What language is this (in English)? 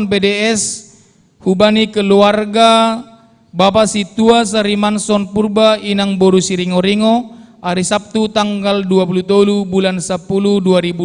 Batak Simalungun